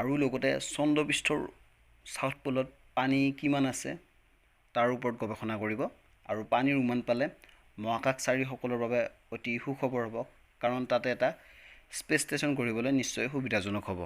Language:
Assamese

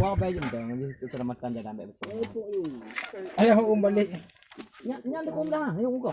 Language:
Achinese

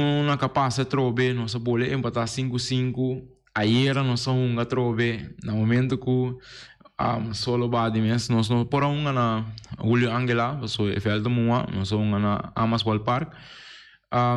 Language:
Papiamento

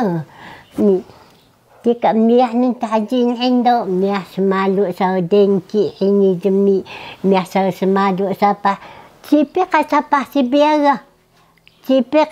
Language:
Taroko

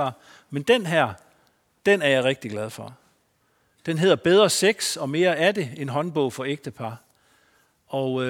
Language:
Danish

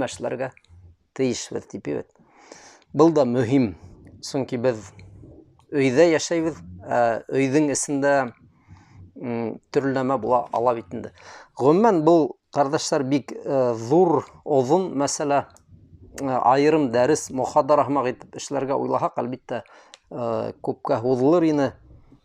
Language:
Bashkir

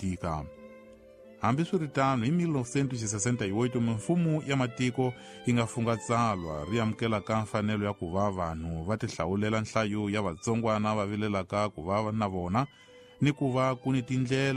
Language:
Tsonga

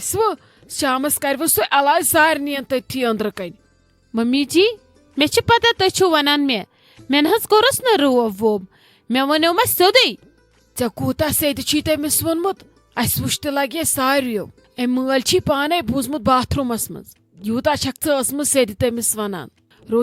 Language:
Kashmiri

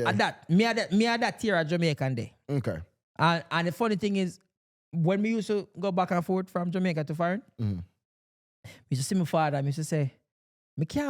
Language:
Jamaican Creole English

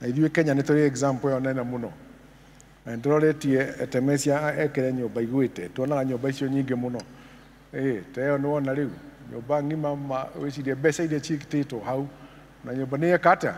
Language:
Kikuyu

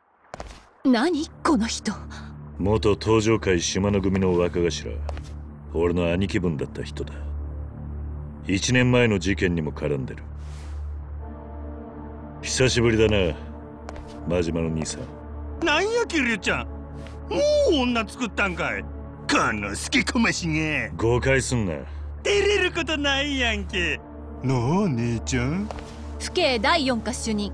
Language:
Japanese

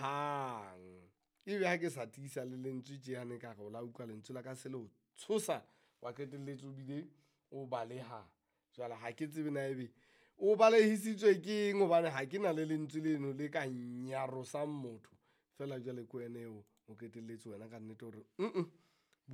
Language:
Southern Sotho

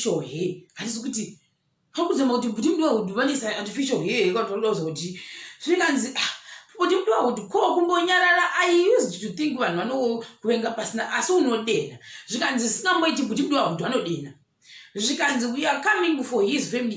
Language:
Shona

